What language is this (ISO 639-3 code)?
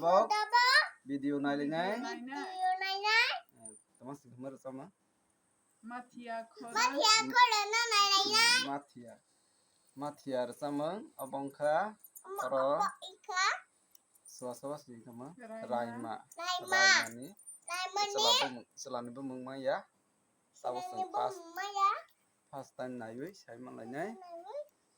trp